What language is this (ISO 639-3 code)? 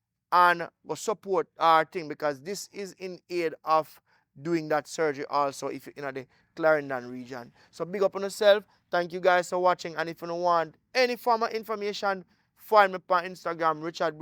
jam